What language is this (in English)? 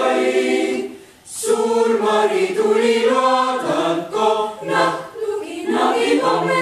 Estonian